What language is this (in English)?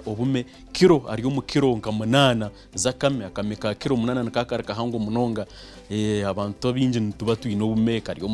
Nyankole